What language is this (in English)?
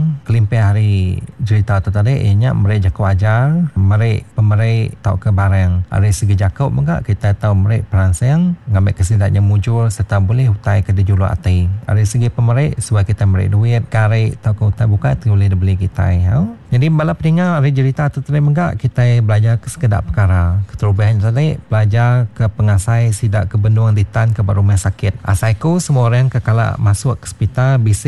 Iban